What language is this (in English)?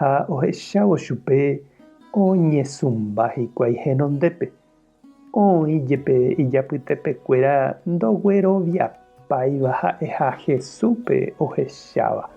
Guarani